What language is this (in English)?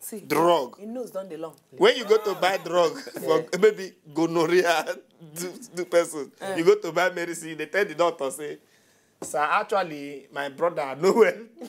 Nigerian Pidgin